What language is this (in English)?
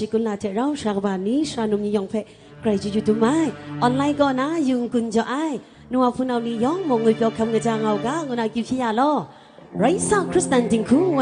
Kachin